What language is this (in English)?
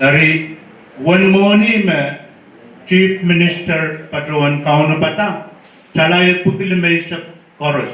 Pohnpeian